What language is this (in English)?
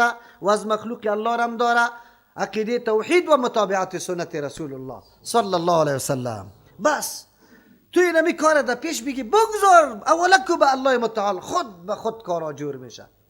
Persian